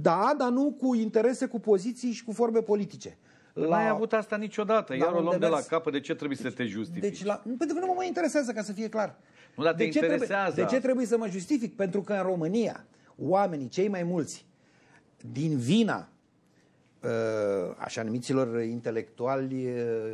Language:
Romanian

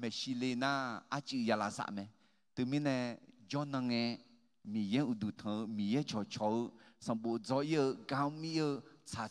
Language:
Akha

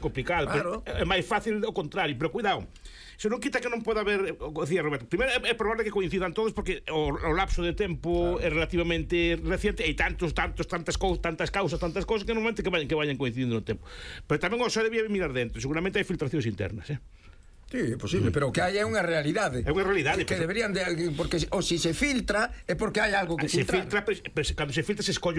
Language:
Galician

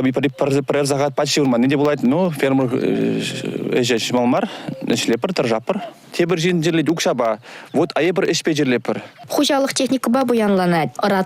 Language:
Chuvash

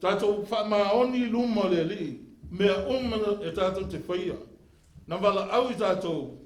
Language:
Samoan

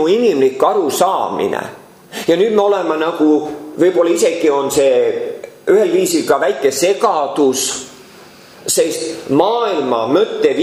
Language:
Estonian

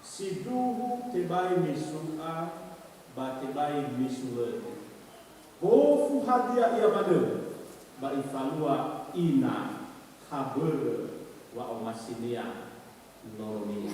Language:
Nias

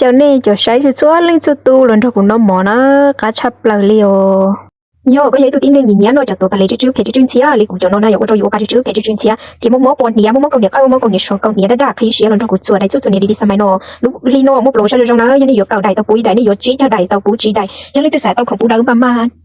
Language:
Hmong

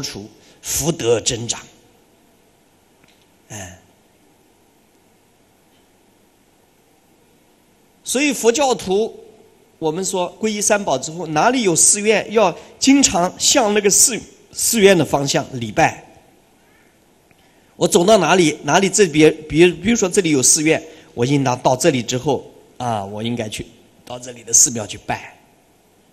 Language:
Chinese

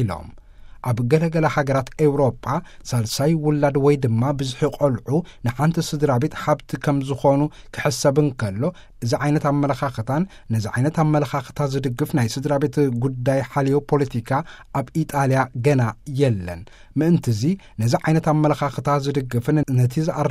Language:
Tigrinya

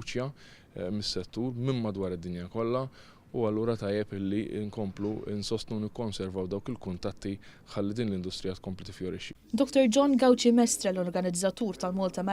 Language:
Maltese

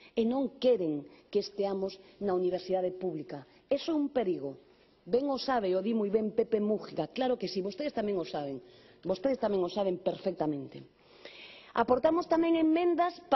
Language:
Galician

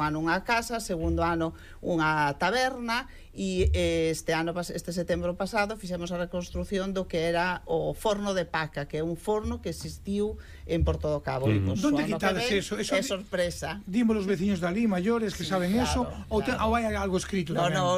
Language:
Galician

